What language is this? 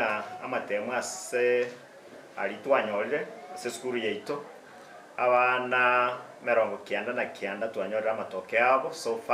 Gusii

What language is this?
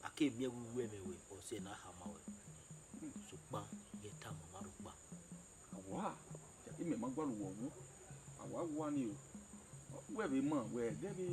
Bini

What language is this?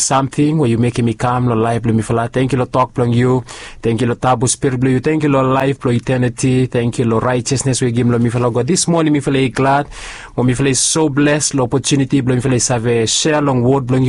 Bislama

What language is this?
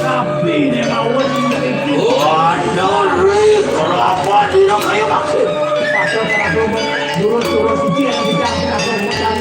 Balinese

